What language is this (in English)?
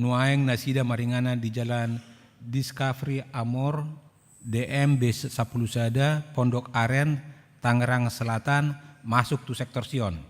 Batak Toba